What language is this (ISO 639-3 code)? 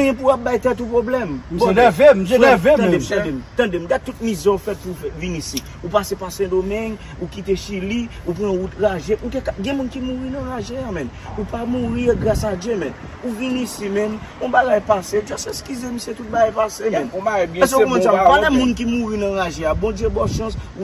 hat